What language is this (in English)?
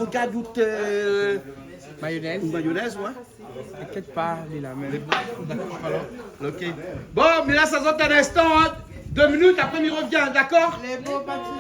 Réunion Creole French